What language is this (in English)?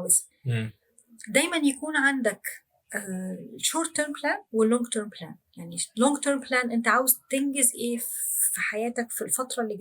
Egyptian Arabic